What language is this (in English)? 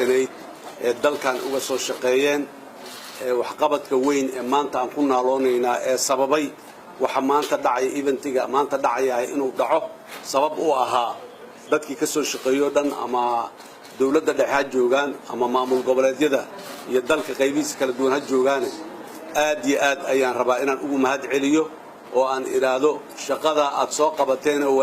Somali